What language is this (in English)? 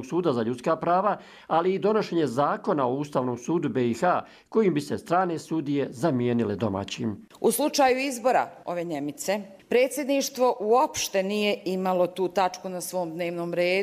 Bosnian